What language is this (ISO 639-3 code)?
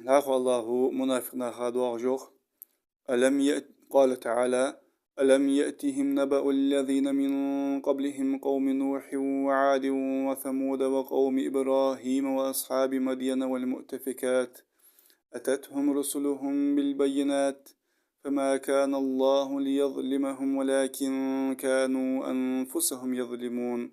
inh